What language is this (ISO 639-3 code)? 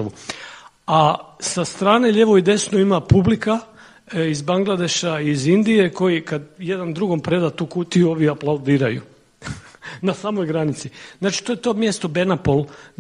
srp